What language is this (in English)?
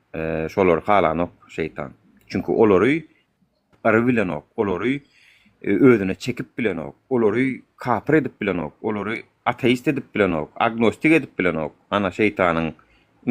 Turkmen